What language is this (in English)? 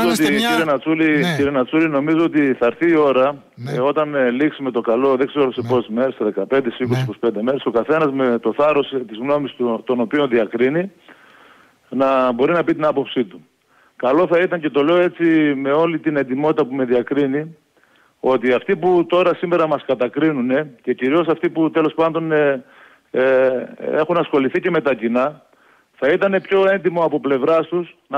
Greek